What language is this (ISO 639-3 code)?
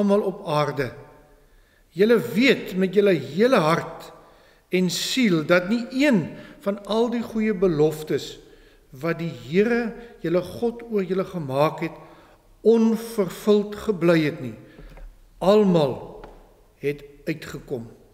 afr